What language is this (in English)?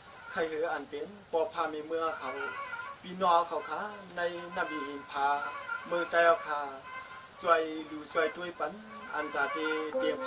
Shan